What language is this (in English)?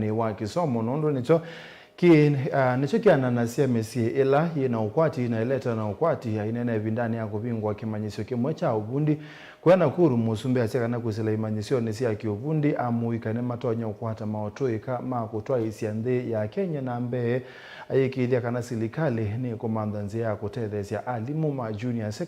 Kamba